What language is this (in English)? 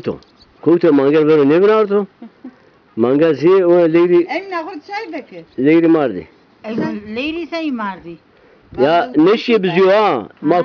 Zaza